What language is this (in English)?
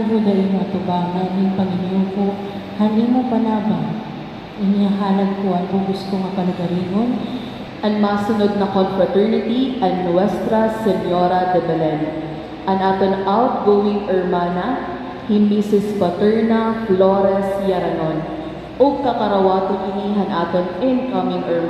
Waray